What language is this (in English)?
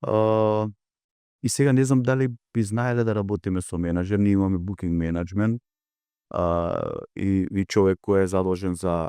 Macedonian